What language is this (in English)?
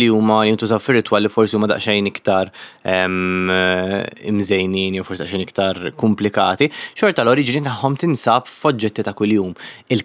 Maltese